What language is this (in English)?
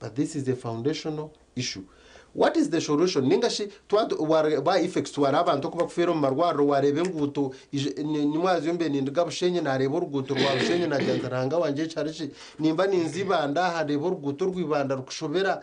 Nyankole